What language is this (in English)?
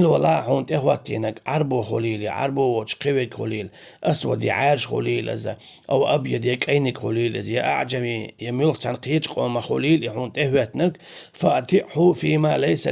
Chechen